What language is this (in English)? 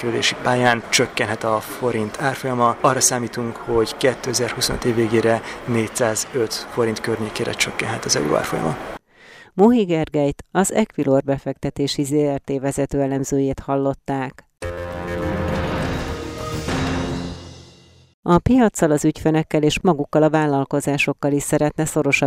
Hungarian